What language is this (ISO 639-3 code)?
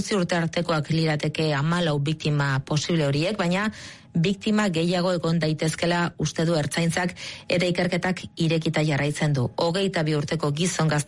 eus